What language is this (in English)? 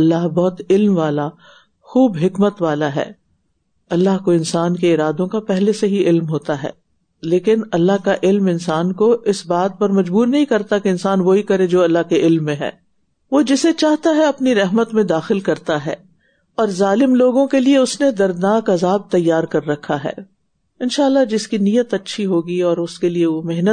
Urdu